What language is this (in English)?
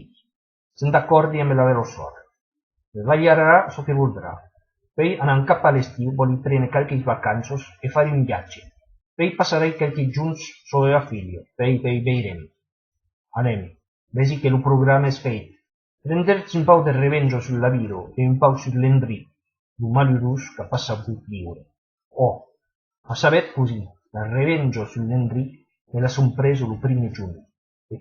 Occitan